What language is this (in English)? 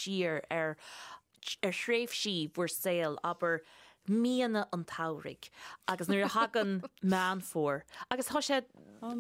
Irish